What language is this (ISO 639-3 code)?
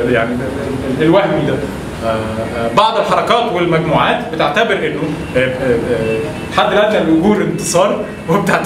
arz